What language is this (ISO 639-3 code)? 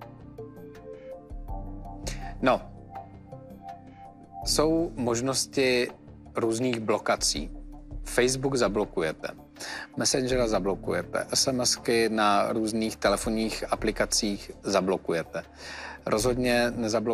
ces